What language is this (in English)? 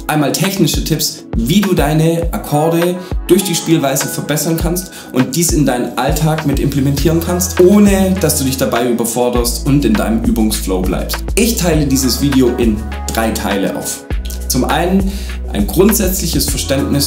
German